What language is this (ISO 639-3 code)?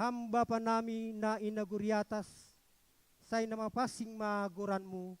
bts